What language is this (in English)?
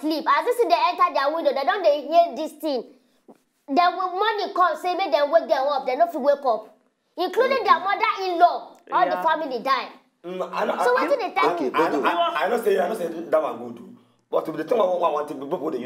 Nigerian Pidgin